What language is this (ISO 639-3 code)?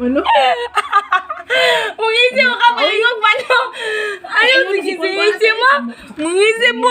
ceb